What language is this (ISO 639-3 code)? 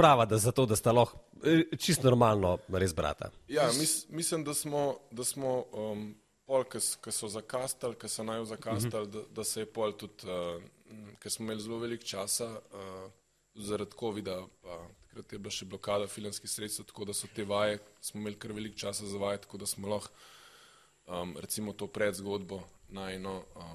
slv